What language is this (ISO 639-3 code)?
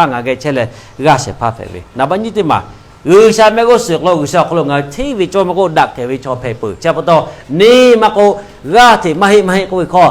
lhu